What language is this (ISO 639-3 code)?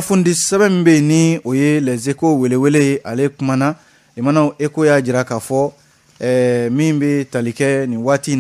bam